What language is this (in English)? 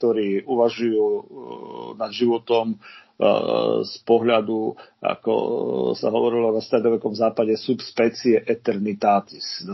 Slovak